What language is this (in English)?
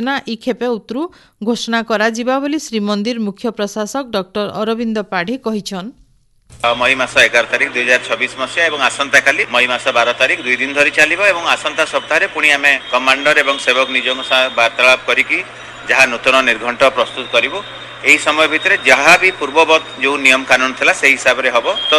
Odia